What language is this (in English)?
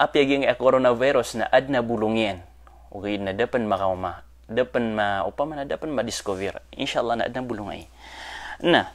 Maranao